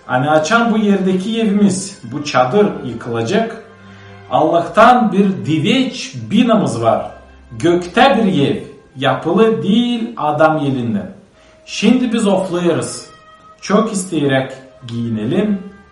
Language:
Gagauz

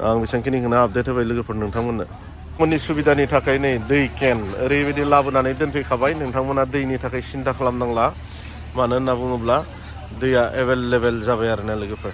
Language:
Bodo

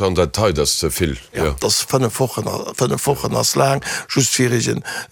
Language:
Luxembourgish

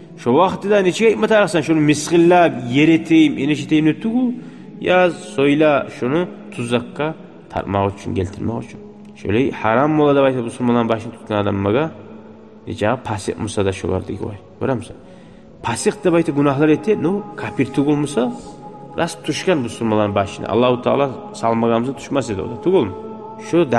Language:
Kumyk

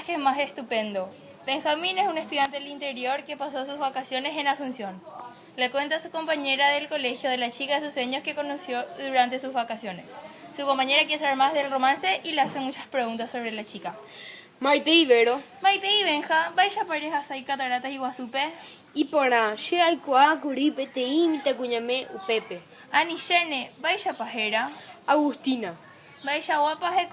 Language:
Guarani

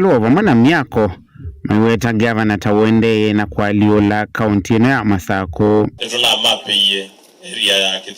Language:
Kamba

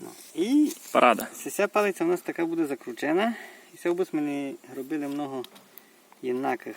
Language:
Rusyn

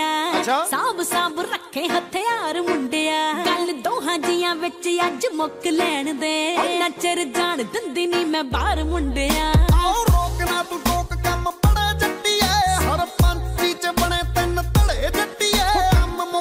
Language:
Punjabi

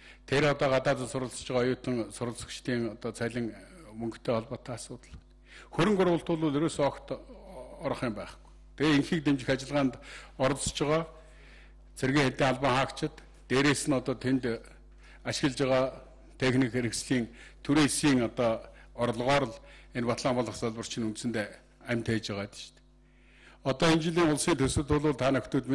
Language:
Mongolian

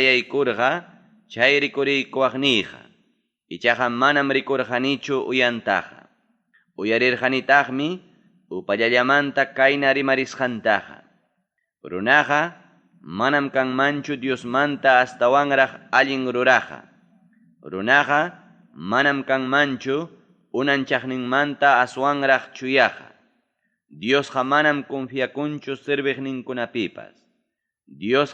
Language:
Ayacucho Quechua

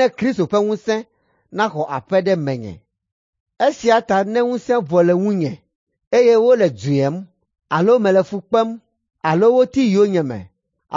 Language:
Ewe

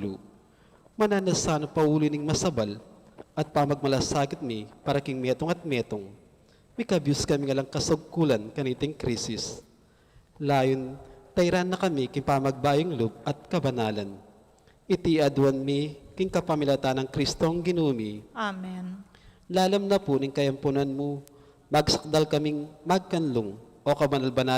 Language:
Pampanga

